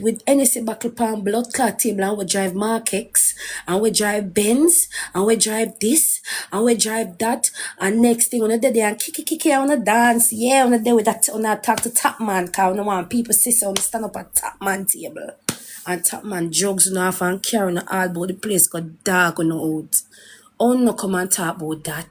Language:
Jamaican Creole English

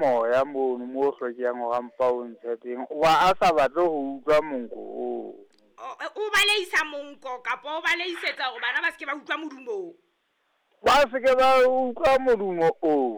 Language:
Southern Sotho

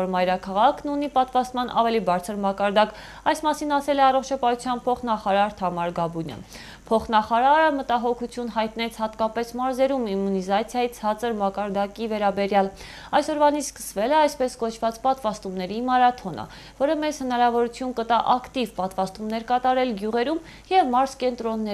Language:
Armenian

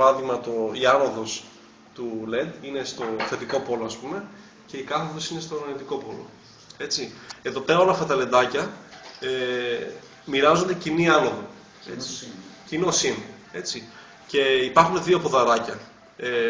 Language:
Greek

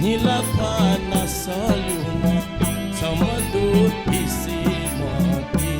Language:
Newari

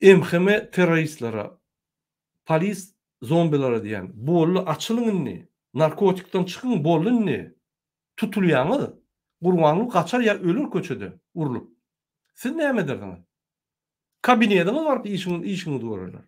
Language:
Turkmen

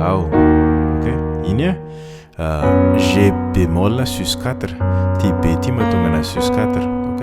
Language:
Malagasy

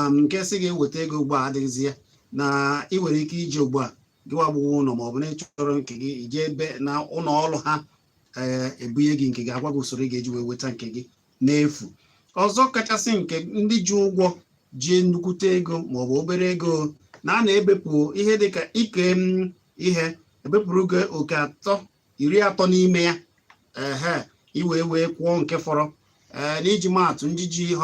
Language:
Igbo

